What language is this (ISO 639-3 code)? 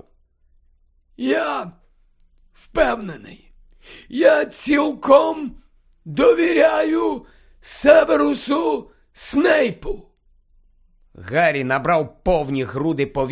ukr